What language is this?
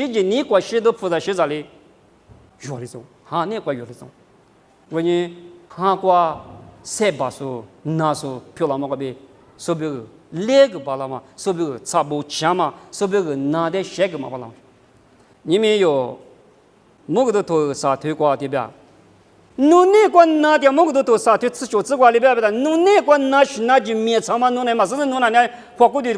Lisu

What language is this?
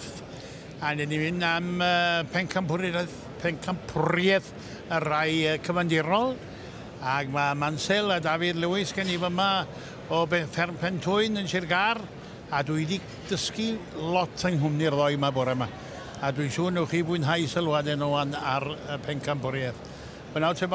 Welsh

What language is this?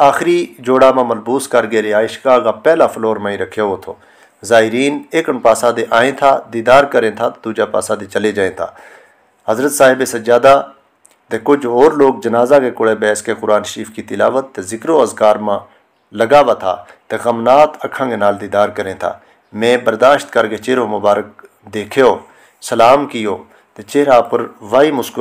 Gujari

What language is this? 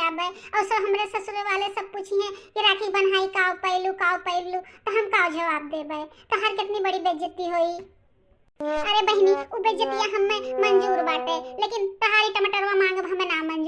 Bhojpuri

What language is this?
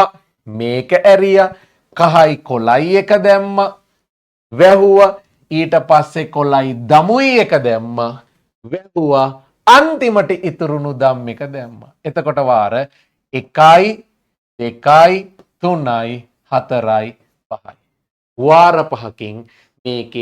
Sinhala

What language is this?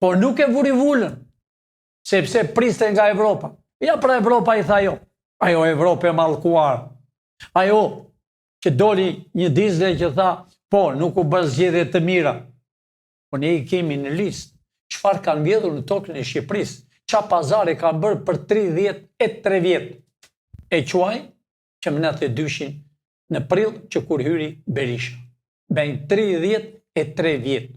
Albanian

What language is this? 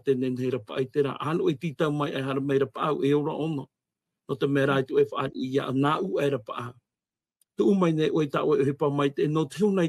Tahitian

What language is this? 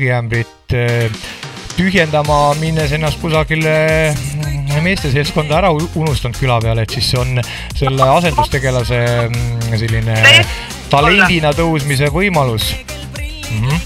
Estonian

